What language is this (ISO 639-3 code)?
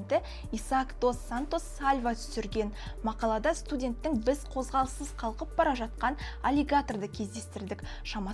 kaz